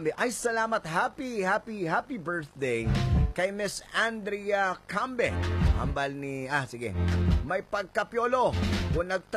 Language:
Hiligaynon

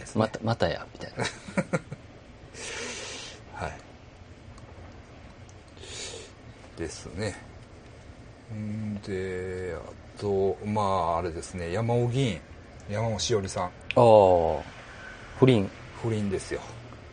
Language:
Japanese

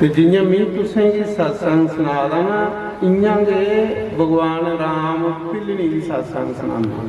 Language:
Dogri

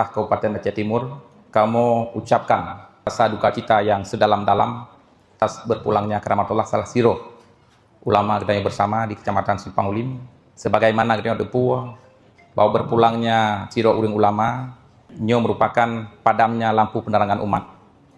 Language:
Achinese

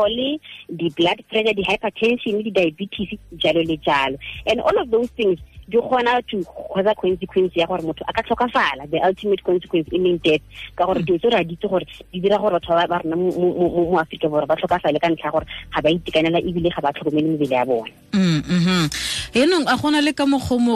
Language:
Tswana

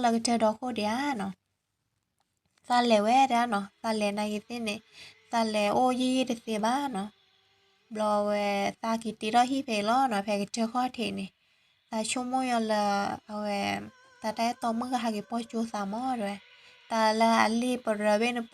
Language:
S'gaw Karen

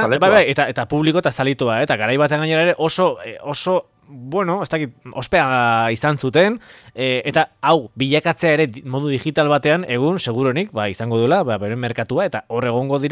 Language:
Basque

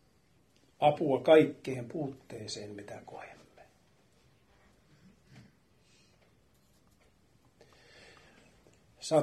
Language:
Finnish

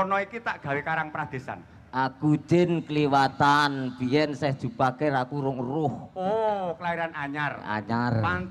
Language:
Javanese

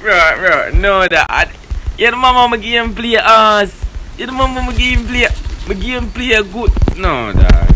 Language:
Jamaican Creole English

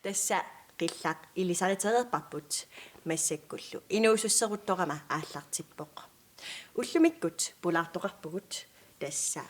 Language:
Kalaallisut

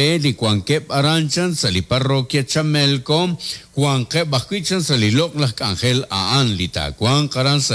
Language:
Kekchí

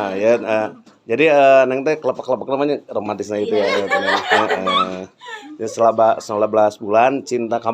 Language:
Sundanese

